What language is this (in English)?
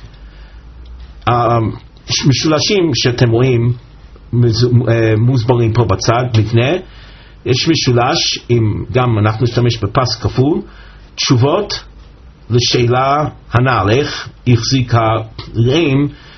Hebrew